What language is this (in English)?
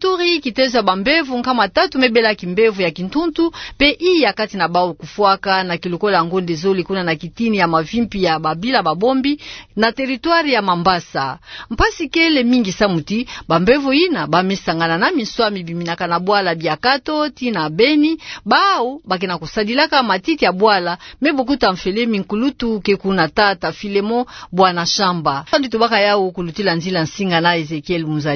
Kituba (Democratic Republic of Congo)